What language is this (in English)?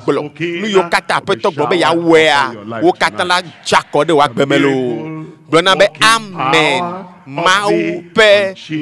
Ewe